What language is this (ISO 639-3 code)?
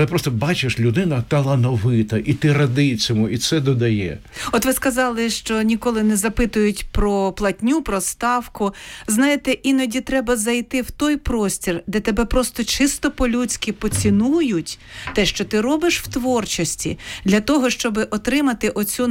ukr